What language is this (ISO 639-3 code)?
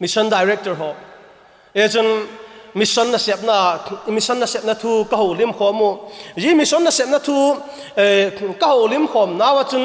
vap